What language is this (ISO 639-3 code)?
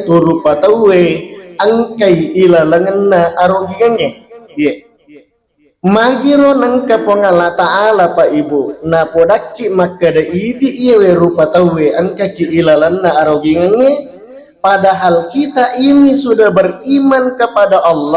bug